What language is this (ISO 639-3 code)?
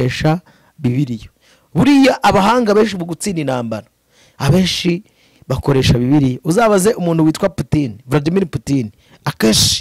kin